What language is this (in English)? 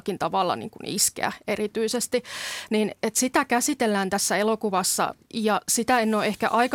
Finnish